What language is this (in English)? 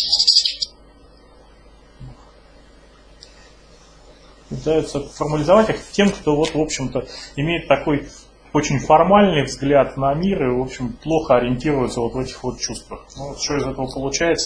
Russian